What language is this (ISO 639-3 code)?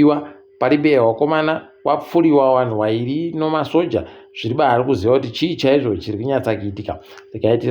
ndc